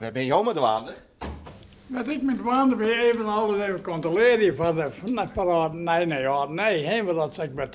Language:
Western Frisian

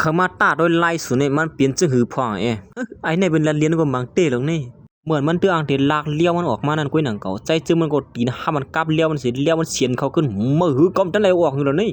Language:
Shan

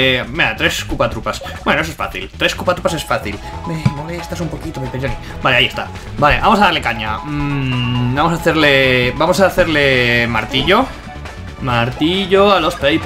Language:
Spanish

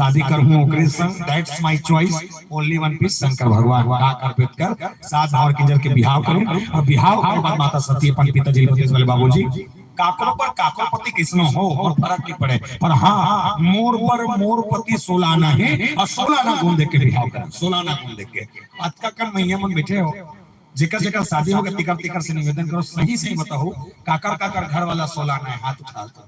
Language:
Chhattisgarhi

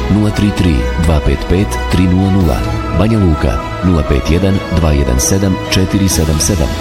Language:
Bosnian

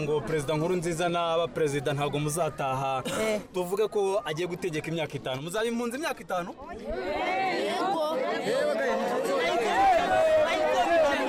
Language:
Kinyarwanda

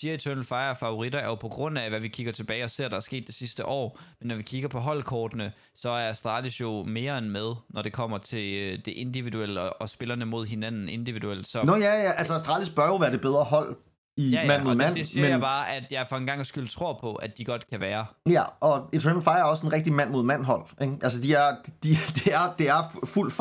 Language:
Danish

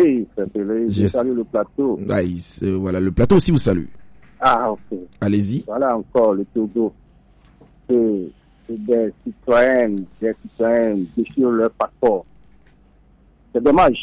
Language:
French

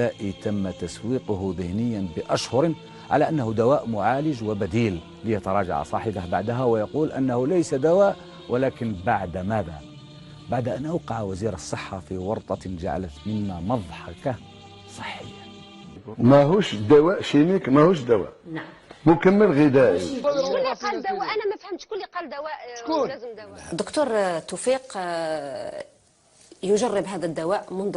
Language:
Algerian Arabic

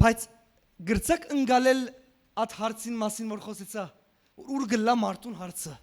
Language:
Western Armenian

